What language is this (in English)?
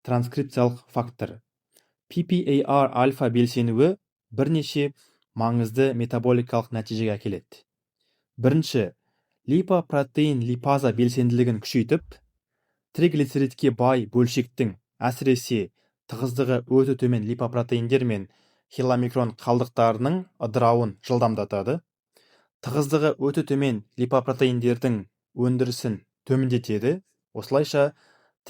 Kazakh